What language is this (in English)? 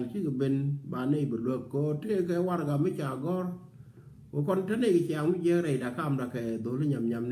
Nuer